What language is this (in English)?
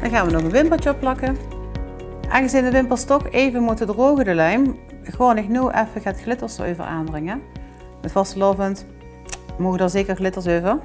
Limburgish